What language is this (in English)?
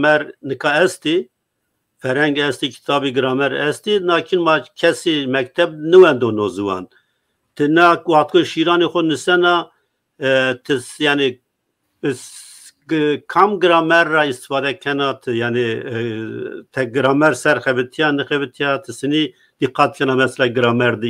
Zaza